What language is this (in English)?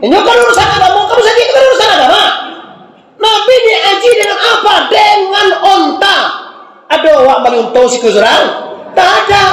Minangkabau